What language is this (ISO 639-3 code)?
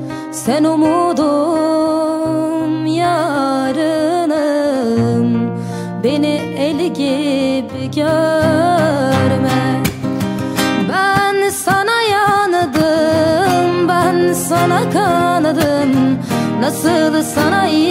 tur